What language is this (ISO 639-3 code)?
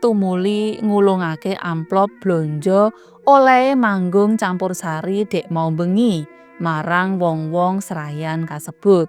jav